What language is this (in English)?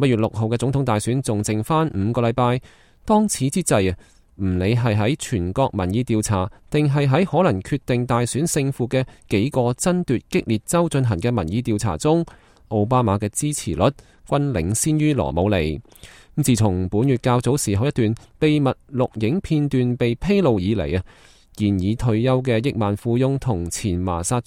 Cantonese